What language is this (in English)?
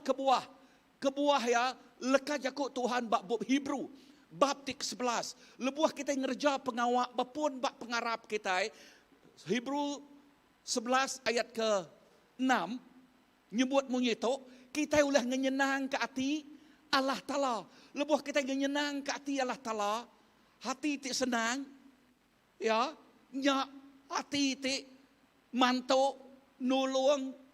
Iban